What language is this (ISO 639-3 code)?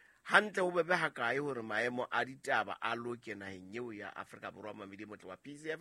sot